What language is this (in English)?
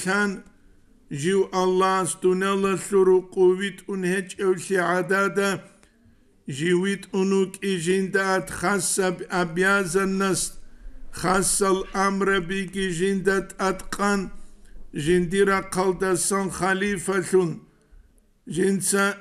Avaric